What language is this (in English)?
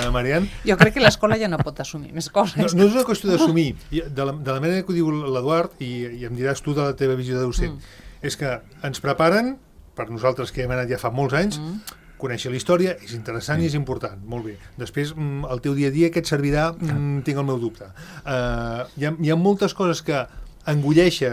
Catalan